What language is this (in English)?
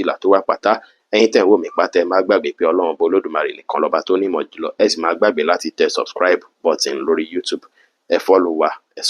Yoruba